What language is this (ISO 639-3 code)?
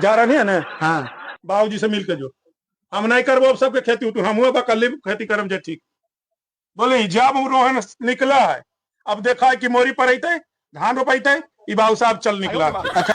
mag